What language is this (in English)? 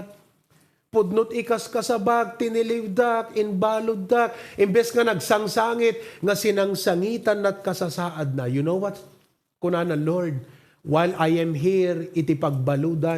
Iloko